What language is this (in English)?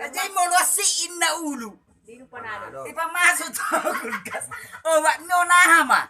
Batak Toba